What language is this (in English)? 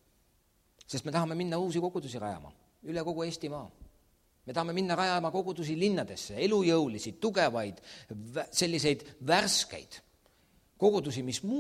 Estonian